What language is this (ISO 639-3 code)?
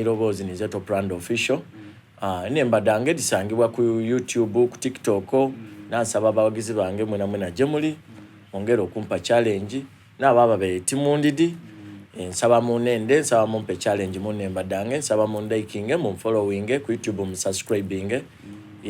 xog